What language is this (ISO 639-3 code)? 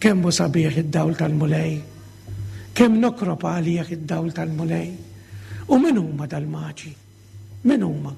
mlt